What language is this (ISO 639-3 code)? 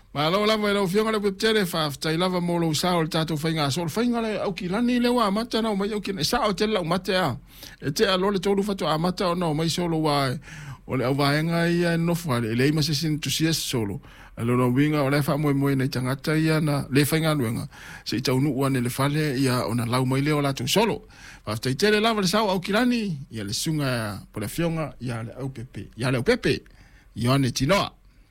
smo